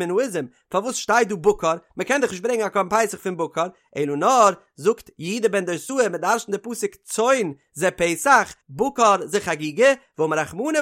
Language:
Yiddish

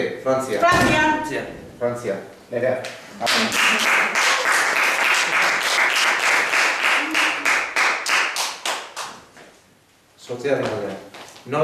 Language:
Basque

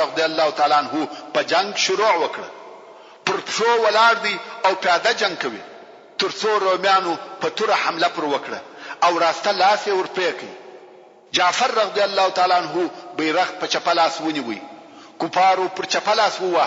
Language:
Pashto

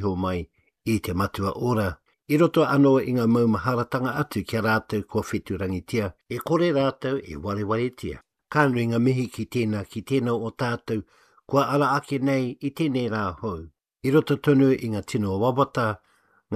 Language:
Māori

